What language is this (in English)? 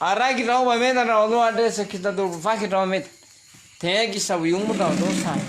Nias